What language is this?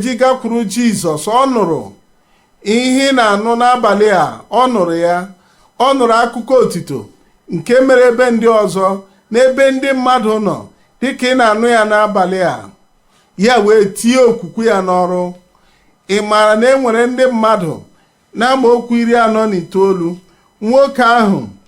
Igbo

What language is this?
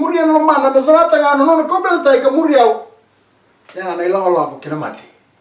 Fijian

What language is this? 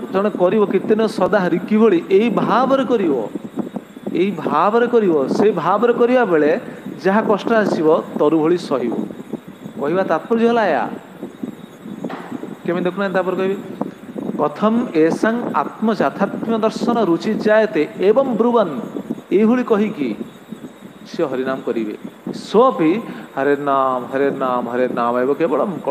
Odia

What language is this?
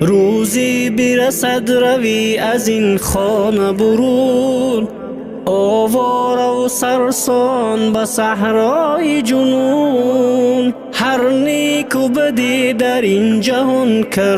Tajik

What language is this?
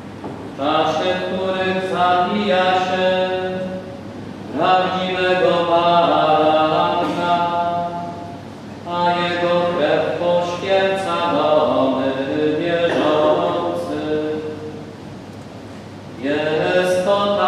Polish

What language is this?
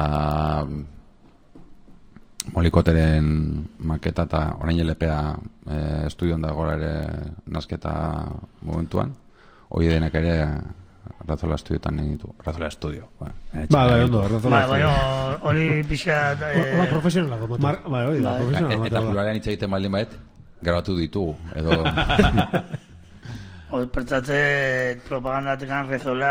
Basque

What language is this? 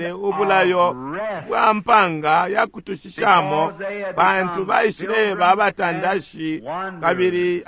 Bemba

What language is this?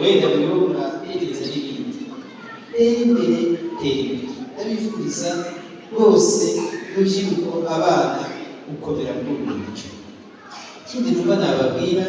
Kinyarwanda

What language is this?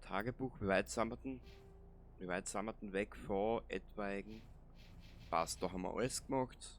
Bavarian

